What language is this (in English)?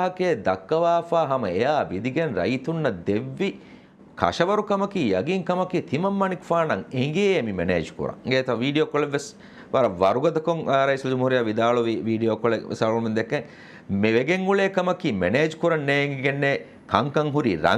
Divehi